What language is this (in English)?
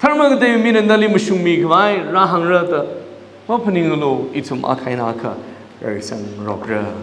Tangkhul Naga (India)